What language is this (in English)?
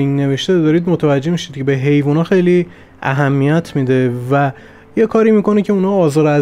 Persian